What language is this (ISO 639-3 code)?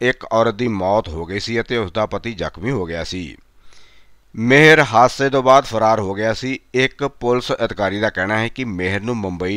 pan